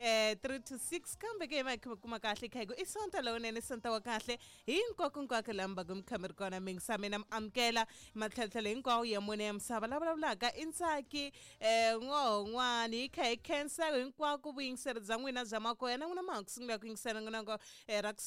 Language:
Tsonga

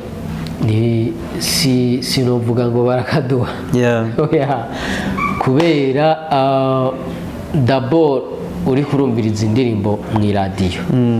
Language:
Rundi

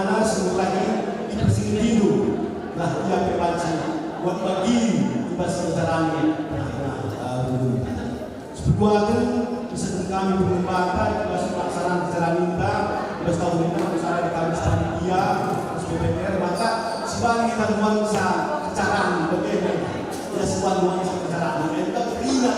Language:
Batak Karo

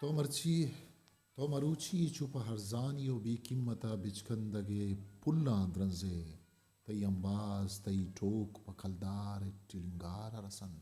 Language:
Eastern Balochi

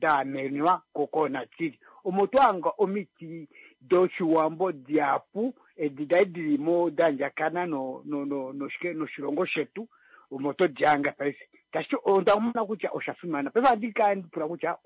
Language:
Kuanyama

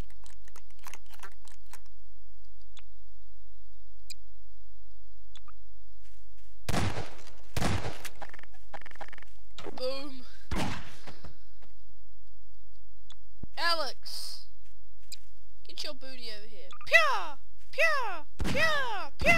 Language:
English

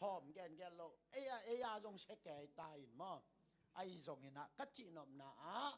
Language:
Tedim Chin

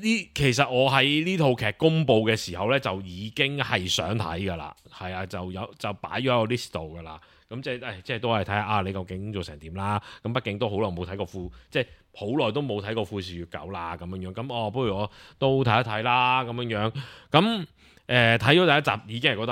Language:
Cantonese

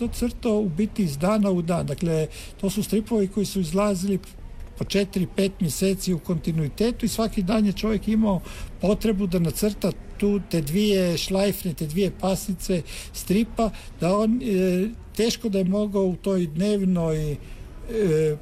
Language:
Croatian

